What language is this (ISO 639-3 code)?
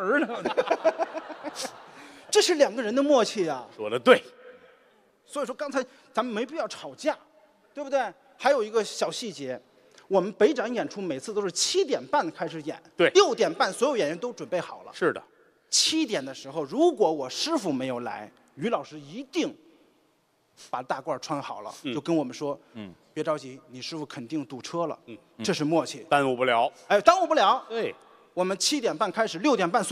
zho